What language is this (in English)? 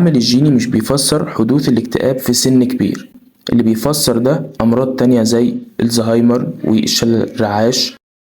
Egyptian Arabic